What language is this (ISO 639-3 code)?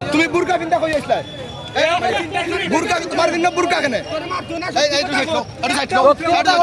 syl